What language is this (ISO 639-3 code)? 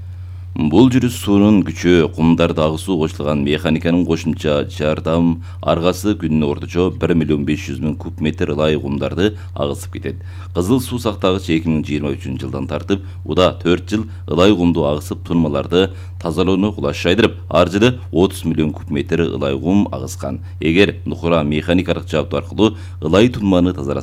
kir